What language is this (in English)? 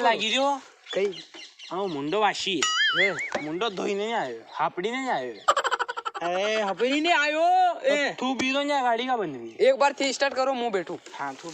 Rajasthani